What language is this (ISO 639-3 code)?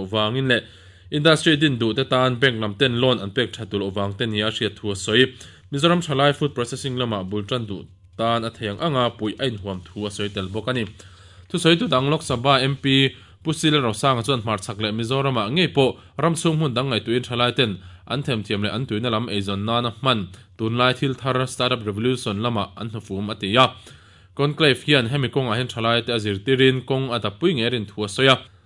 lus